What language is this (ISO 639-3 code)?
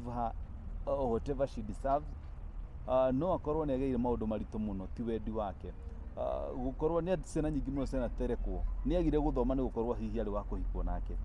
kik